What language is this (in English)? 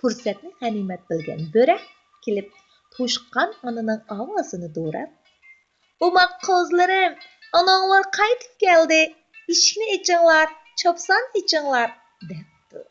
Uyghur